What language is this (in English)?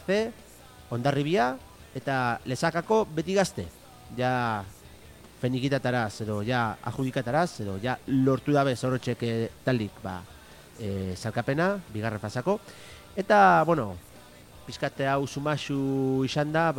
Basque